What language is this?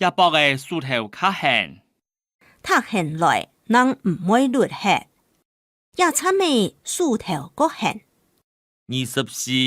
Hakka Chinese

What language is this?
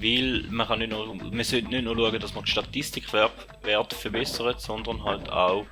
Swiss German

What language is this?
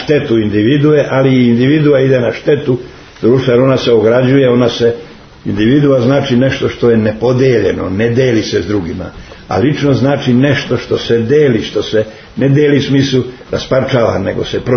Serbian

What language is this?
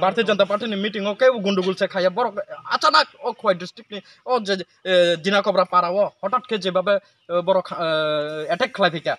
Kok Borok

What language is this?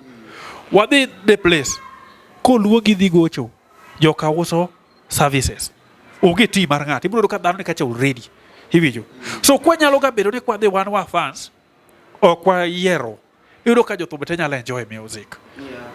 Luo (Kenya and Tanzania)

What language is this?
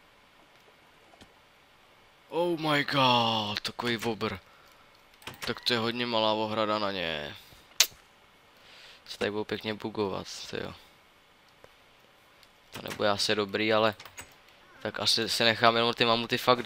Czech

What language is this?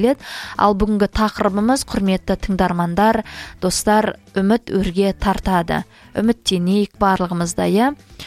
Kazakh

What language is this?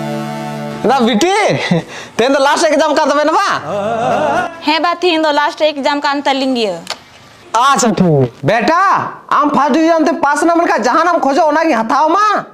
Santali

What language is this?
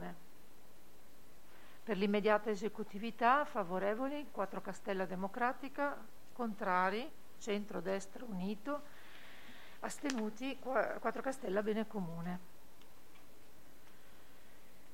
Italian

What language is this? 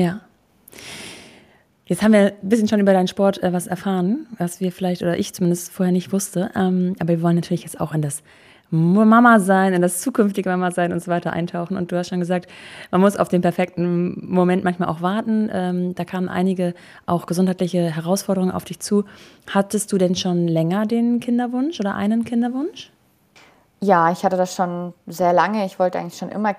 German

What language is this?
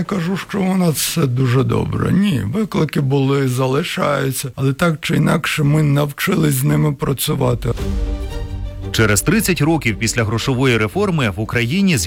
Ukrainian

